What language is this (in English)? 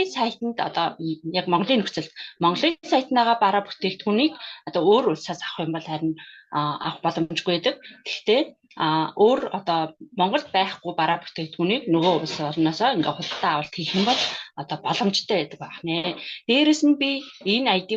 Mongolian